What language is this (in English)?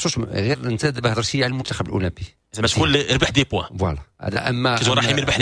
Moroccan Arabic